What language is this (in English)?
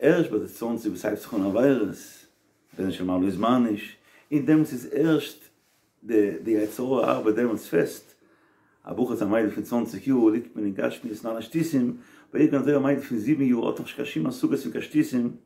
Yiddish